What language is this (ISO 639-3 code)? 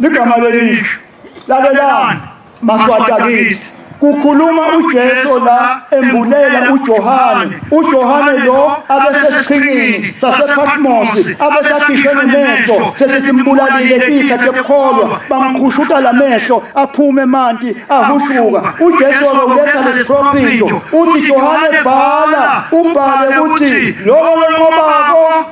zul